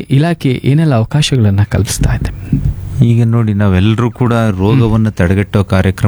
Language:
Kannada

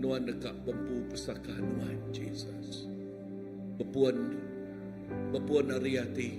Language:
Iban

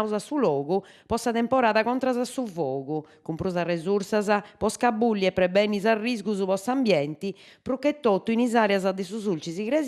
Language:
Sardinian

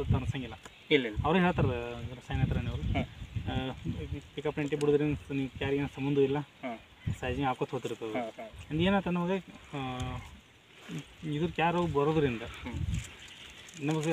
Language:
Kannada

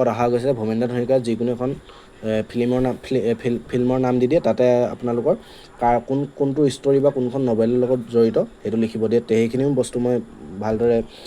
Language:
Assamese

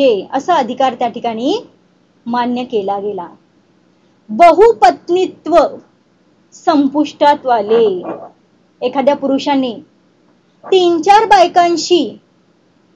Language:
Marathi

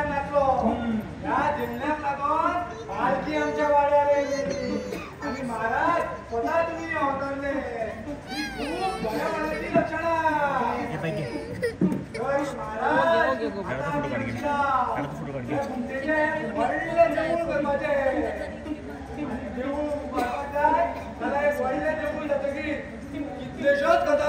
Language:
Konkani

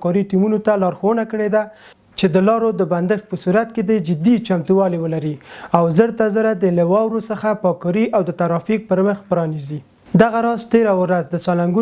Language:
Pashto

